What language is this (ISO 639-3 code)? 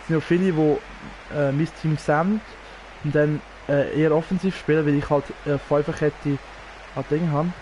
gsw